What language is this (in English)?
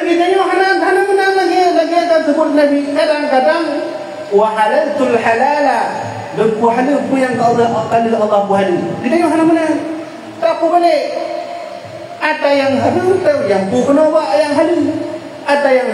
Achinese